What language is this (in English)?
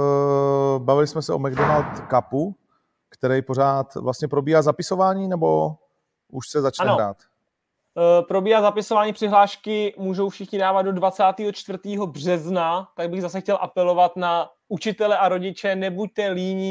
Czech